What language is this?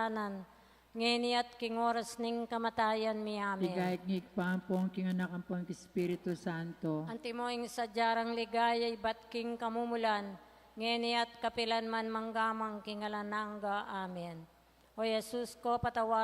Pampanga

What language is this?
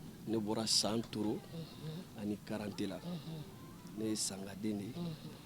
Bambara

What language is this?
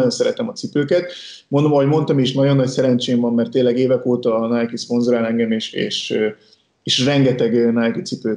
Hungarian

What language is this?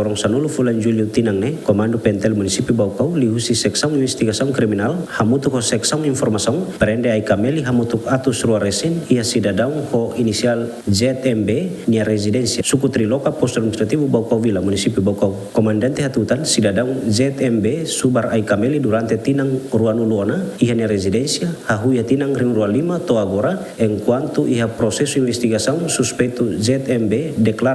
Tetum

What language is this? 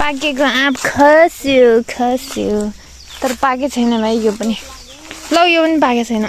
Nepali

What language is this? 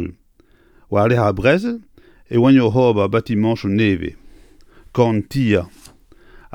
Breton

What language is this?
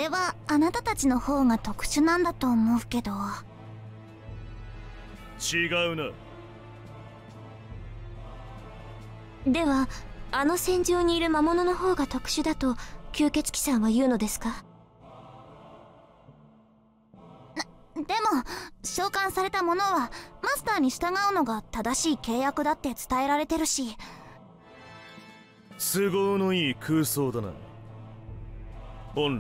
Japanese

